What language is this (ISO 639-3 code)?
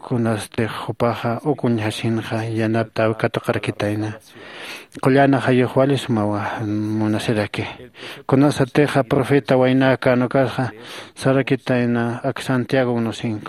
aym